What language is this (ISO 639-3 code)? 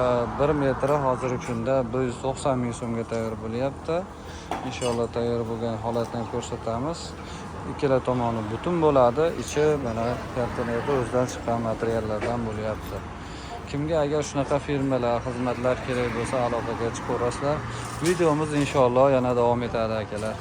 uzb